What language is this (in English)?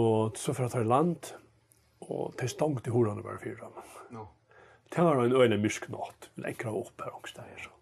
Faroese